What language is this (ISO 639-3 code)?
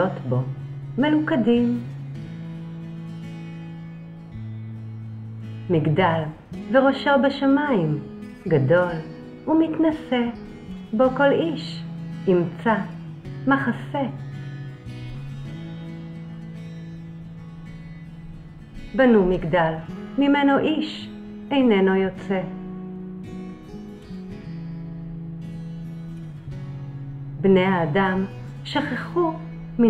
heb